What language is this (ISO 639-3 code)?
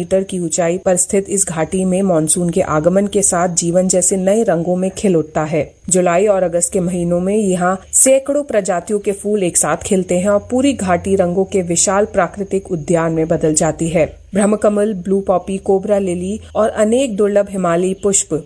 hin